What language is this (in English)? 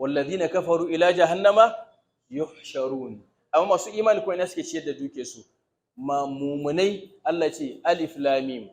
Hausa